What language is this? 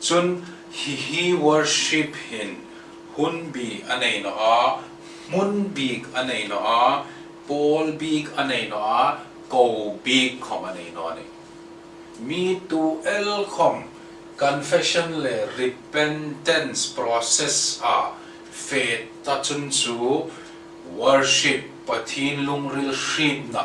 Hmar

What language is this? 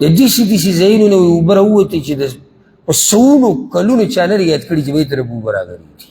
Pashto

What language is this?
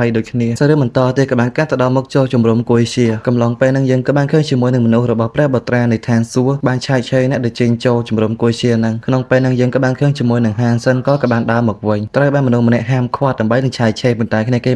Khmer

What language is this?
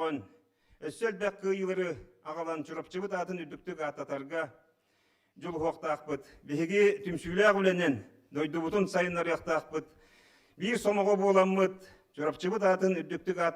Yakut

